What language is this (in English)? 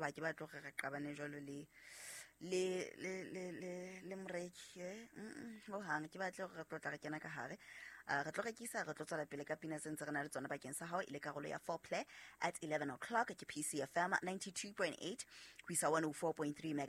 Southern Sotho